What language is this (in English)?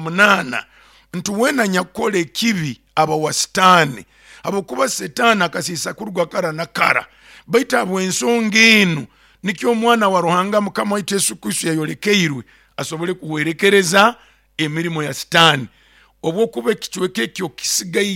Nyoro